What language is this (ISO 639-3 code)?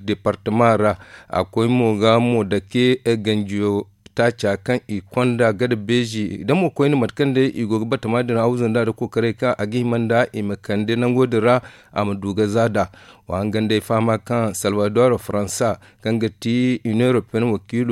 dje